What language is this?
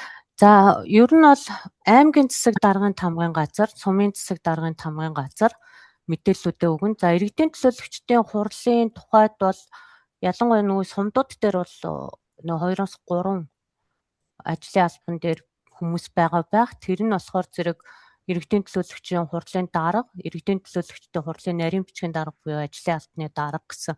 Mongolian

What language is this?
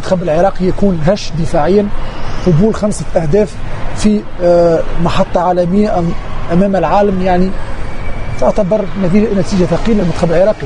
Arabic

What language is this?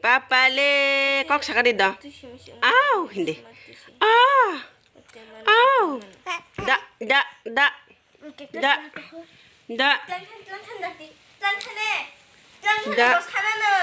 Kok Borok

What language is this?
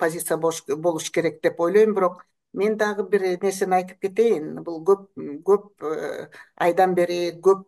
Kyrgyz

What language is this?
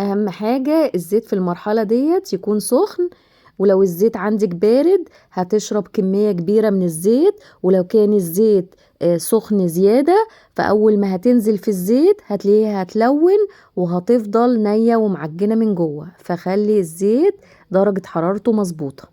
Egyptian Arabic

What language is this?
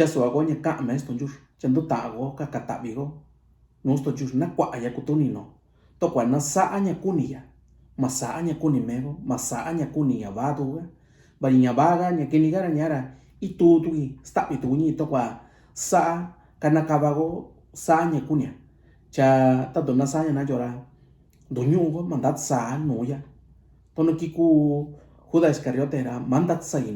Mixtepec Mixtec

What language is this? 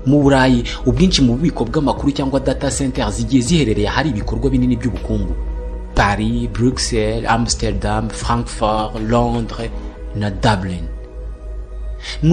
Kinyarwanda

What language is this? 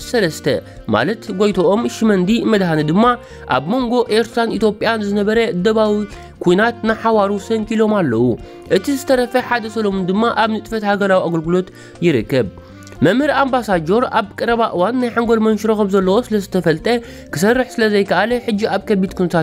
Tigrinya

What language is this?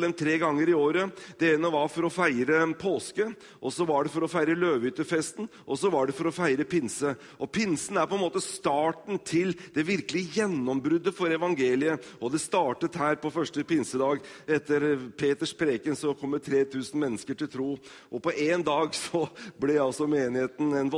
Norwegian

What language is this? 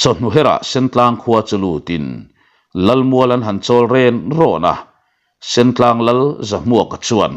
Mizo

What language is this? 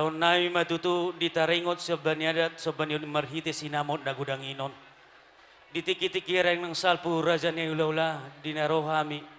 Batak Toba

